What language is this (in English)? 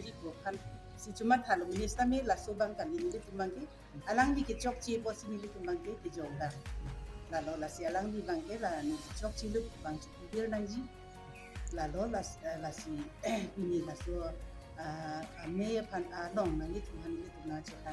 Karbi